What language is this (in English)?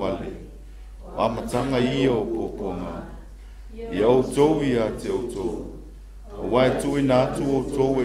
Samoan